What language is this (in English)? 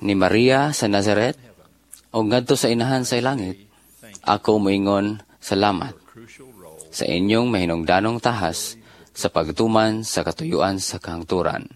Cebuano